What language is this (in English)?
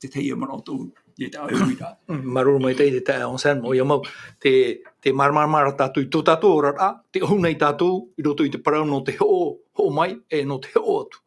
Tahitian